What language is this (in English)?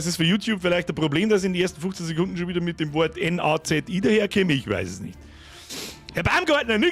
Bavarian